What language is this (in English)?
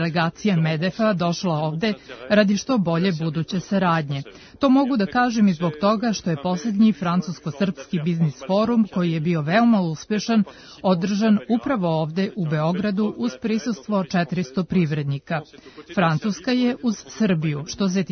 Serbian